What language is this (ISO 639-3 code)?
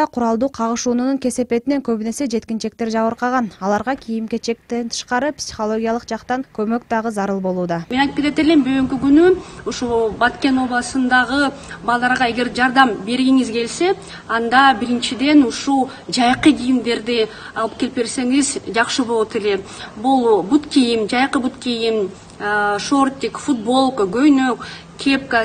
kir